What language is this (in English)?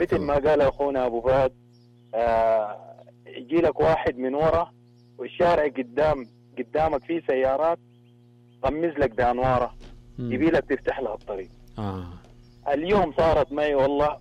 Najdi Arabic